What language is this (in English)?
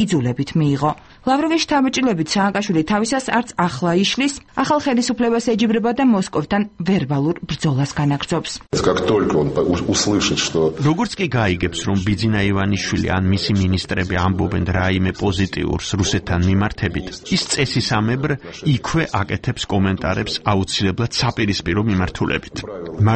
Georgian